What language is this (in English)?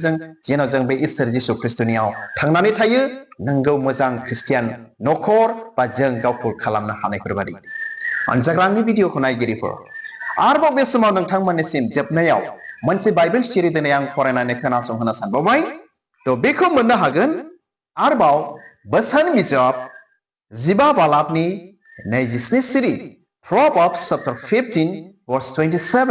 Bodo